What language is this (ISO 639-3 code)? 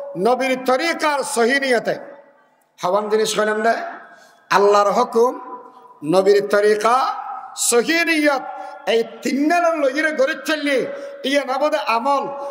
rhg